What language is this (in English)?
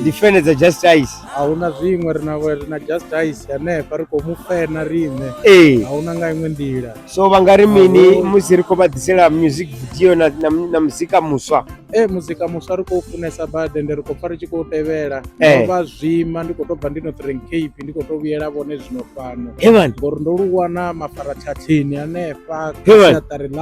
Venda